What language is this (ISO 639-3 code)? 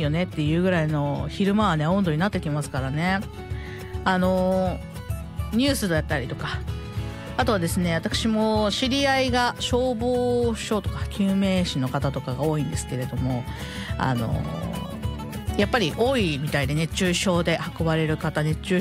jpn